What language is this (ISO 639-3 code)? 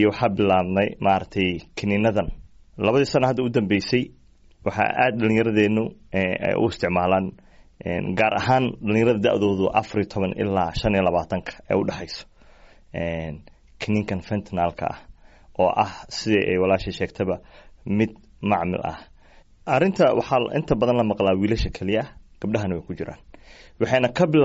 som